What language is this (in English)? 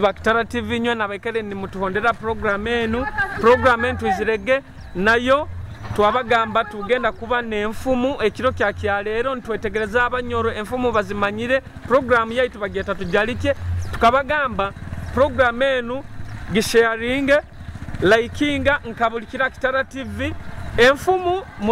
Nyoro